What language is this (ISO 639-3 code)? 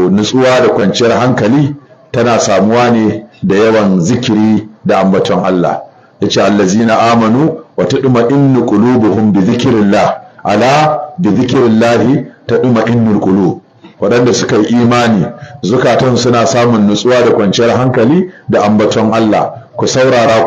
hau